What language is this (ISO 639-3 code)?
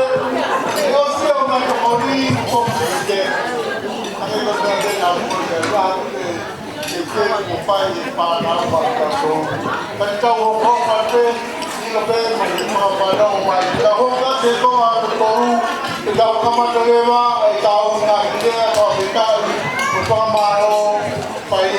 ton